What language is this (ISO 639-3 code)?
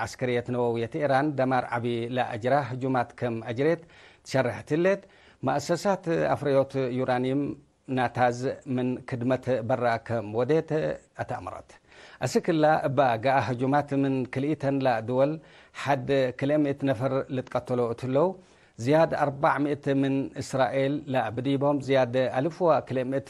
tig